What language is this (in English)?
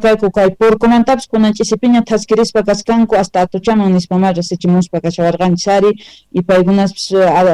Quechua